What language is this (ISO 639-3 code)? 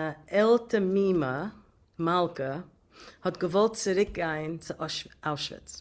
yid